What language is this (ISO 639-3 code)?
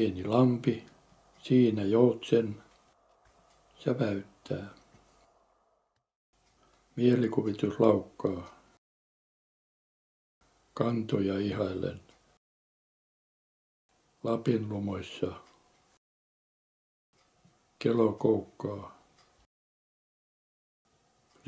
fin